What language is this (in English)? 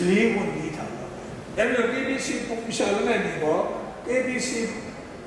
Kachin